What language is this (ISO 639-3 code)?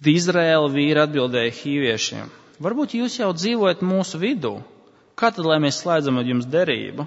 lav